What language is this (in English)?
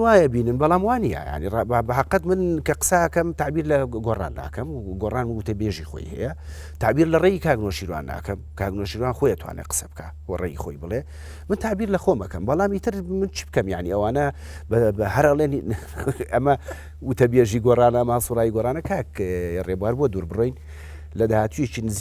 Central Kurdish